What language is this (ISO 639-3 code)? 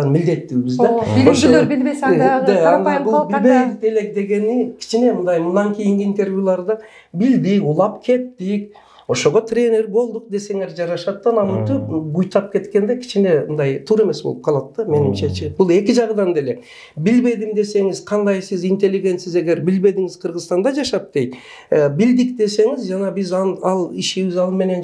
kir